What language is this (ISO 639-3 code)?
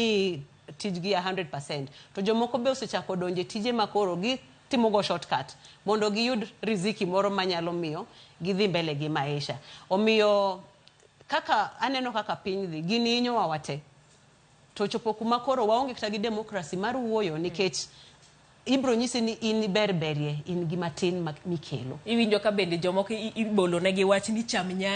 luo